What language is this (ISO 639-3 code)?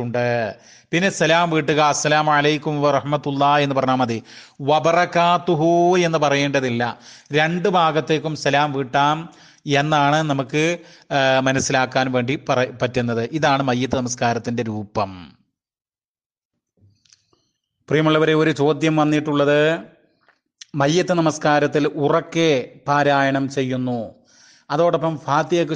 mal